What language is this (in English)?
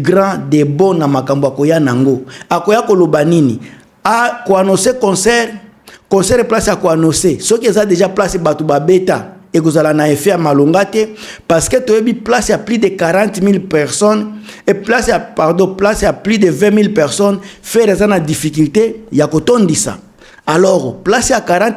Lingala